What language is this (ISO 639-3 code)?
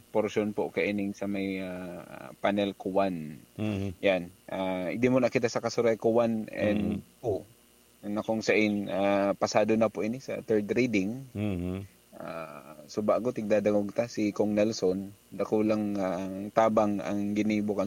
bik